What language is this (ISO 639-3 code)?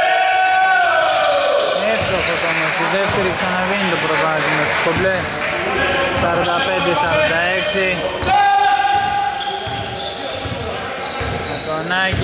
ell